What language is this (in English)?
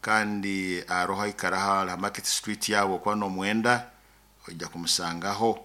Nyoro